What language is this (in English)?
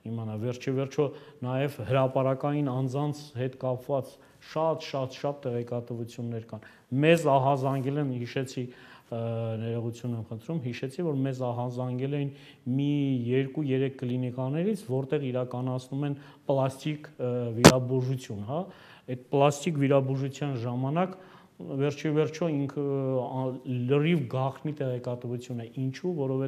Armenian